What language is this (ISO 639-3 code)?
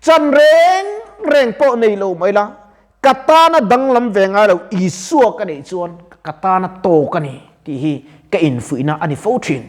lus